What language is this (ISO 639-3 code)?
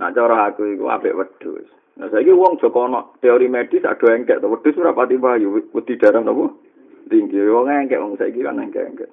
jav